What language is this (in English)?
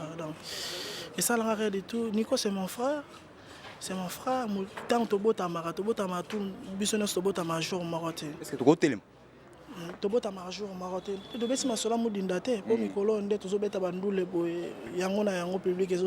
Lingala